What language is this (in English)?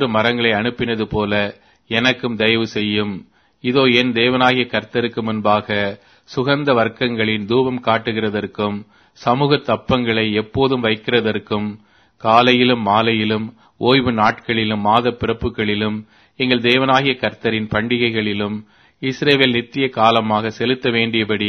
Tamil